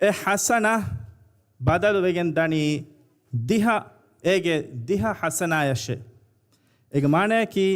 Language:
Divehi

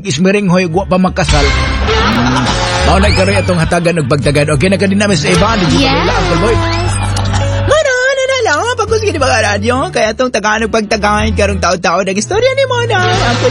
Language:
Cebuano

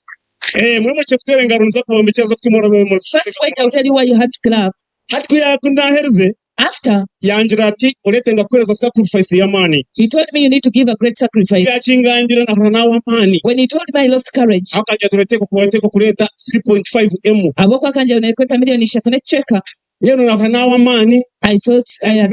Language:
Nyankole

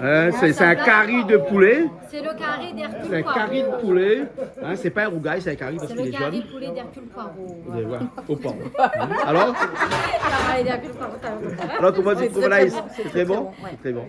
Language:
Réunion Creole French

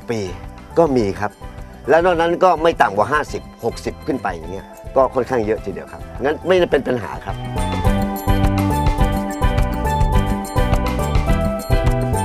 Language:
Thai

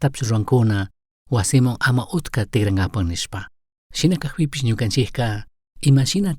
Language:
Chimborazo Highland Quichua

